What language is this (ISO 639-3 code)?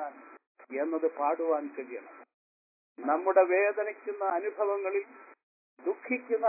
mal